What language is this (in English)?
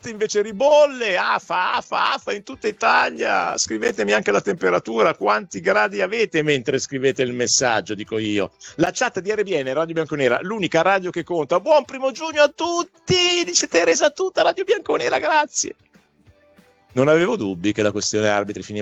Italian